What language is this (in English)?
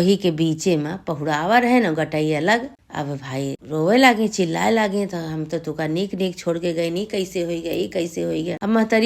Awadhi